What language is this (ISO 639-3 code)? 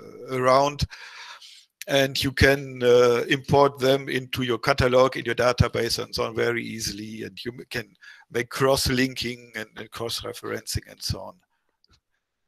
eng